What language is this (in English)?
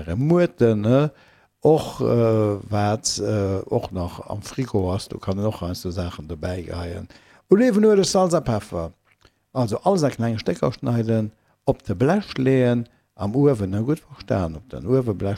Luxembourgish